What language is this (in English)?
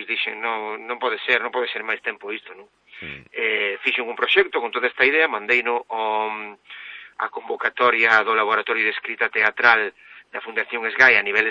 Galician